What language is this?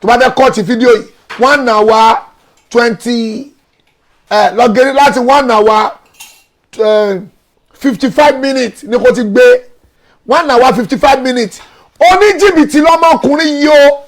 Yoruba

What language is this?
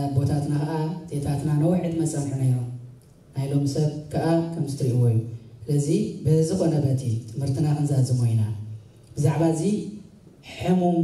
Tigrinya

